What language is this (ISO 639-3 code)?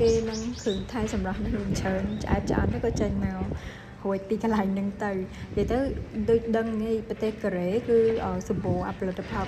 khm